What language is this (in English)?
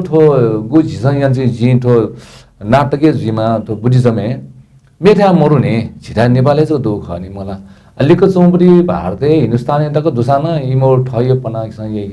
Newari